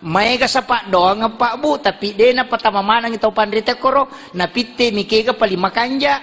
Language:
Buginese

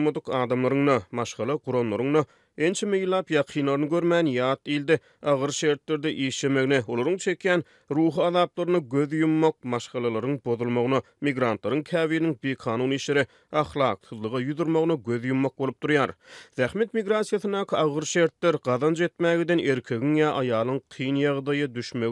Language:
Turkmen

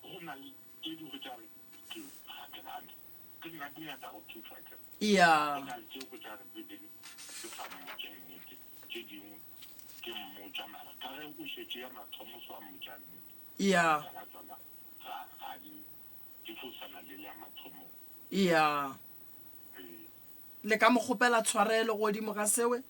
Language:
Northern Sotho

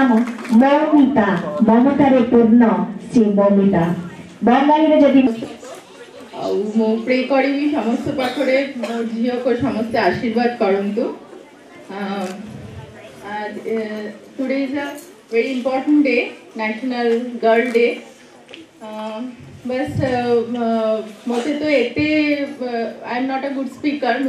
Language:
Odia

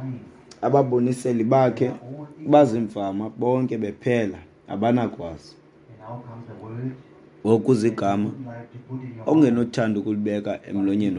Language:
Xhosa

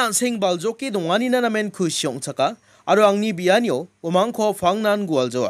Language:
Garo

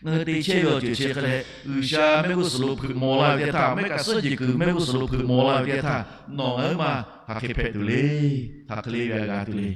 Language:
Lahu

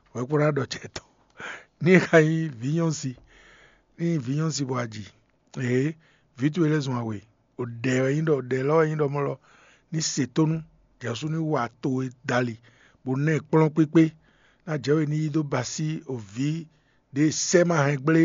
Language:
Fon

